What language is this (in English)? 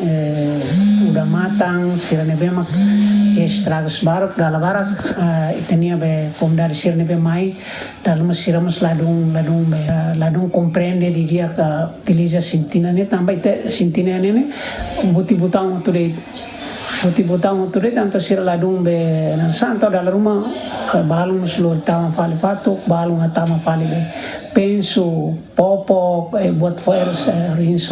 Tetum